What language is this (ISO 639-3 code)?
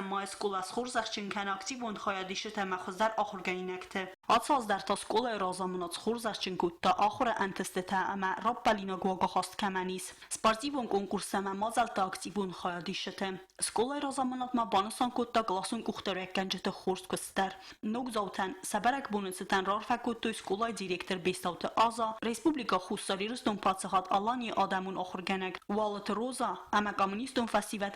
oss